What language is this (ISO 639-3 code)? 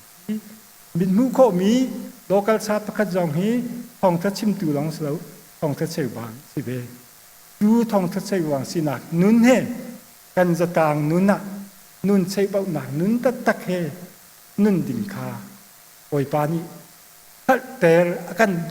cnh